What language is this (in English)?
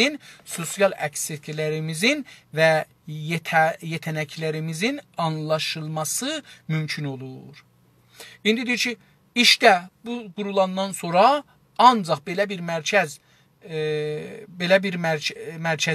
South Azerbaijani